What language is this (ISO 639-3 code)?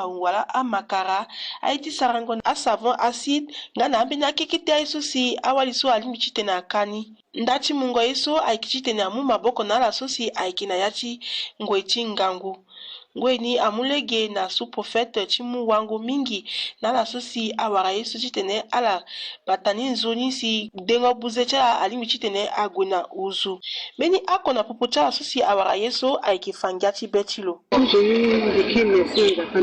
sag